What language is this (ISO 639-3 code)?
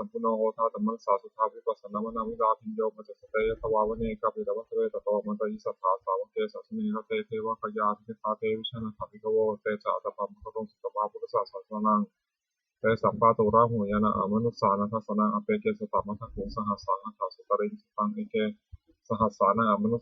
pli